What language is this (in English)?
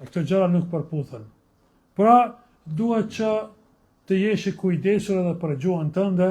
Albanian